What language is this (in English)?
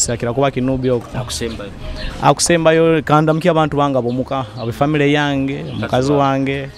Nyoro